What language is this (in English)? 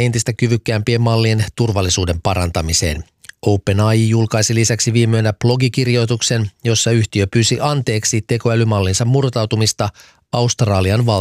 Finnish